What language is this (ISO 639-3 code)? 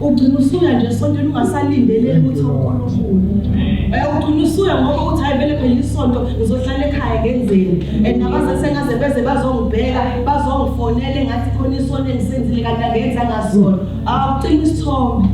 zul